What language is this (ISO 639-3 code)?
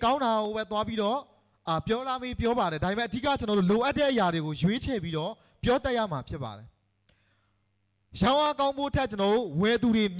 mya